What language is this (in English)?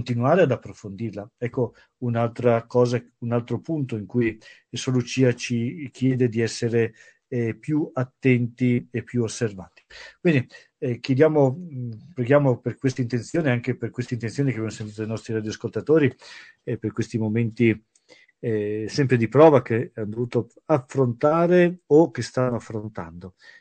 Italian